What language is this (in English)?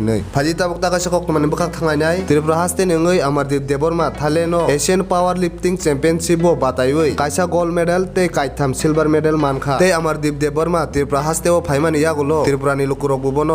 Kok Borok